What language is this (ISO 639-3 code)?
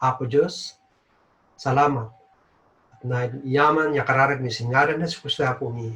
kne